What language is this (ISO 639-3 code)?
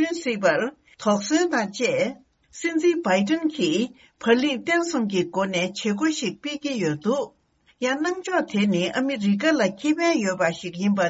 bod